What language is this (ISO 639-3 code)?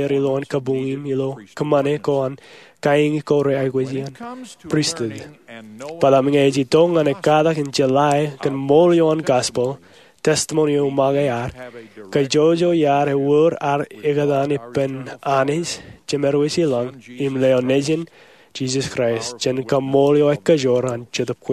mah